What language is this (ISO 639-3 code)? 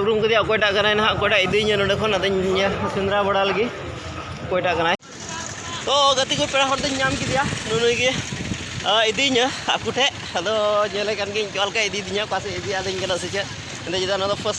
sat